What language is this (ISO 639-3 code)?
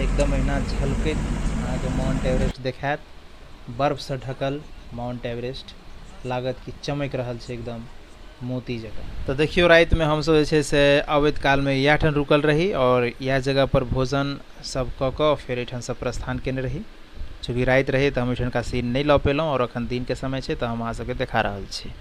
mai